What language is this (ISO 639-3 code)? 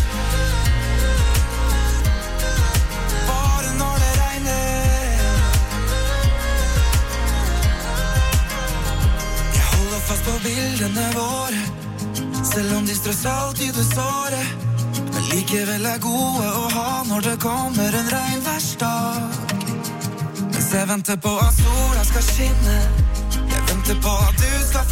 nor